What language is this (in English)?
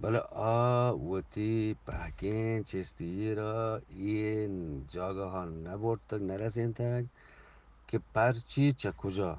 Eastern Balochi